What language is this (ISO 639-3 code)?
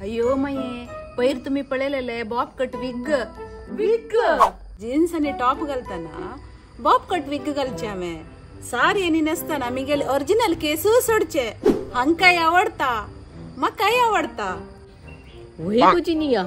kok